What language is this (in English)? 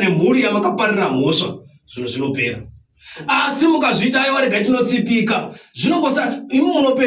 Shona